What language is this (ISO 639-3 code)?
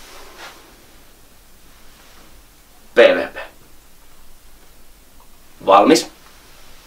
fin